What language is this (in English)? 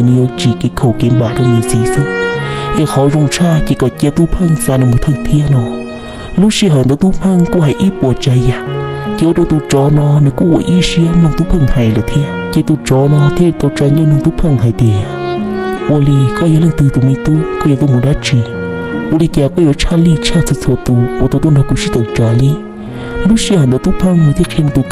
Hmong